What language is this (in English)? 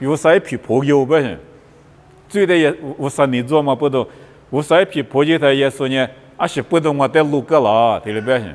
Lisu